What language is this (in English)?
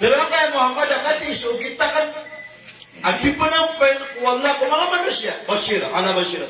Maranao